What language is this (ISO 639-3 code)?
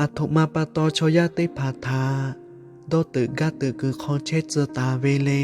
lhu